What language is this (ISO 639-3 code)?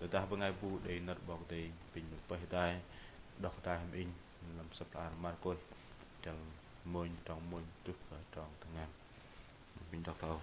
bdq